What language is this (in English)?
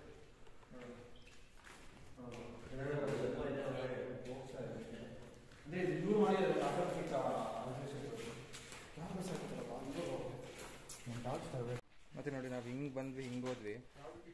Kannada